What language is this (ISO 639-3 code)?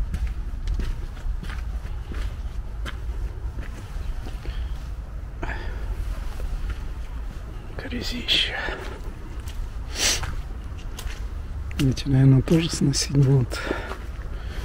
rus